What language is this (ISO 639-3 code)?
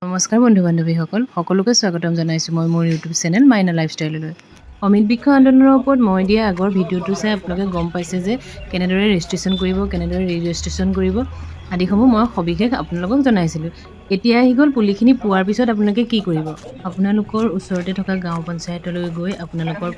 asm